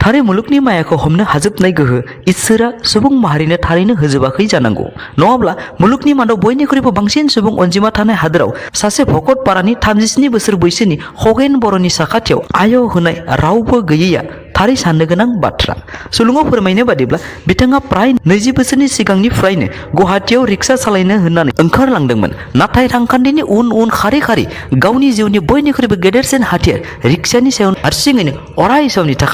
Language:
Bodo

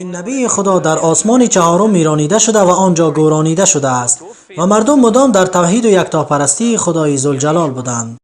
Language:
Tajik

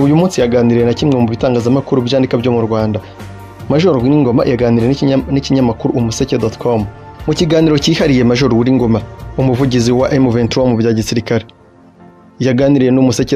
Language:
Kinyarwanda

